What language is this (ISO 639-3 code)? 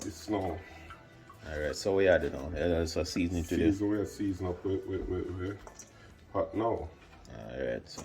jam